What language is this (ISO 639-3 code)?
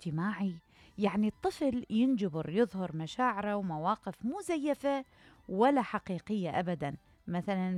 acm